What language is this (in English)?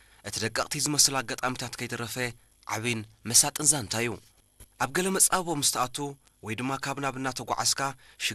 Tigrinya